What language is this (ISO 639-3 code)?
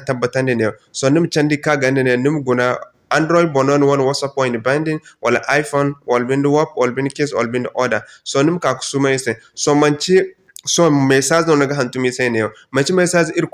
dje